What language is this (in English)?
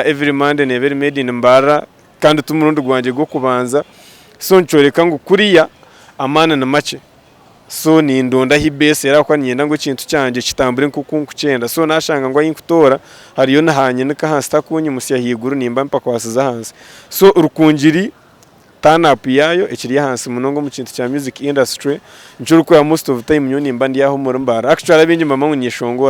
Nyankole